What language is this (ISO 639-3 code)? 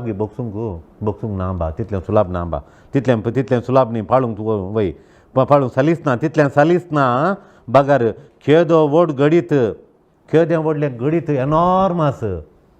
kok